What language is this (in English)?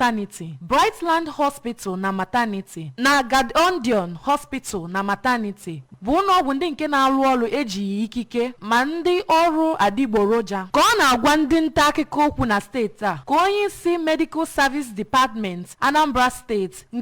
Igbo